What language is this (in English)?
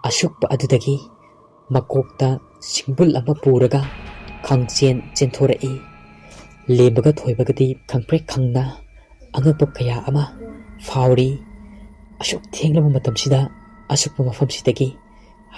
Manipuri